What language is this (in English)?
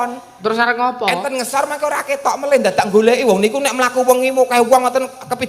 Javanese